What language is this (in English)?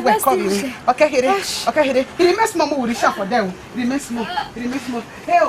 Bini